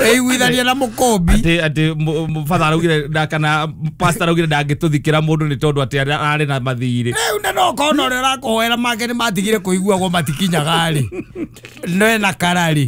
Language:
Kikuyu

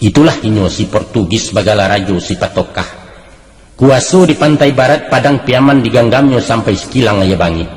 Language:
Minangkabau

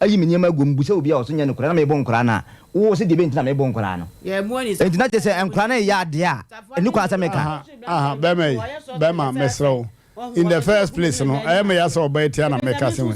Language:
Akan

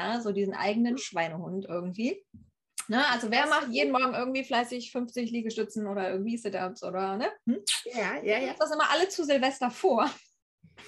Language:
German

